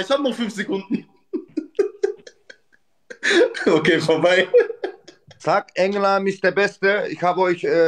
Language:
German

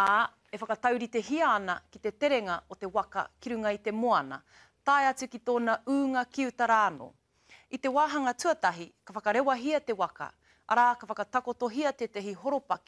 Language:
Māori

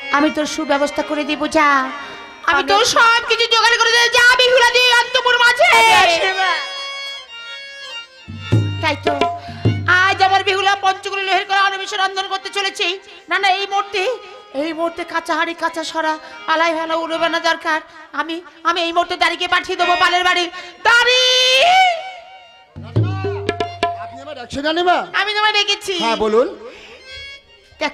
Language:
Bangla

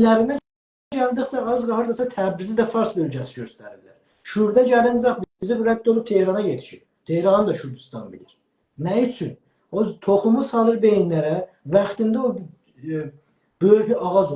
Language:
South Azerbaijani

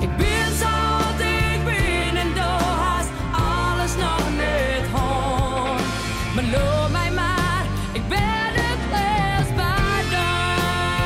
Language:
Western Frisian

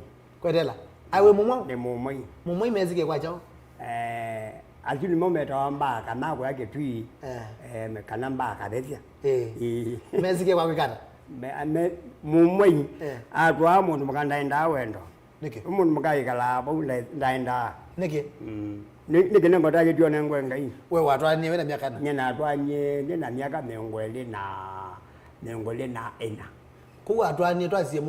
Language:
Kamba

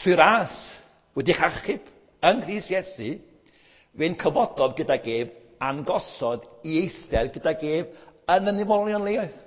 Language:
Welsh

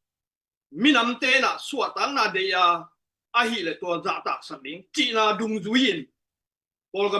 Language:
Tedim Chin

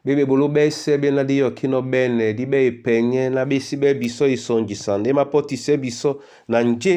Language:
Duala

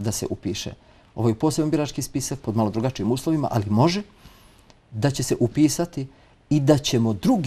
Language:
Bosnian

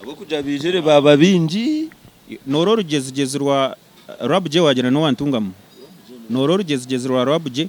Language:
Nyankole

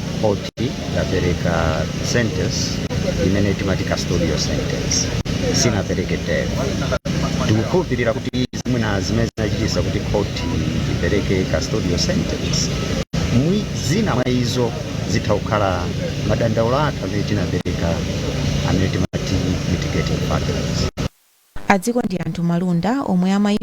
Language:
Nyanja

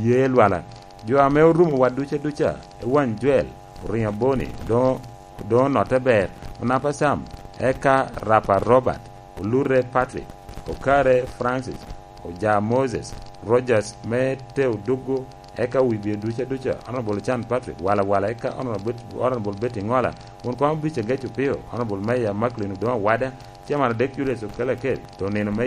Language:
Lango (Uganda)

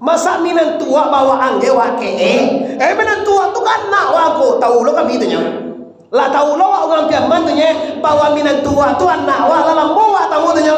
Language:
Minangkabau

